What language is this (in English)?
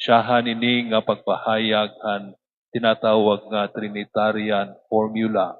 Waray